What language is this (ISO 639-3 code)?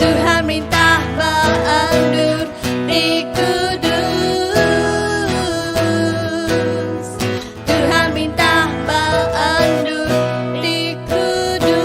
iba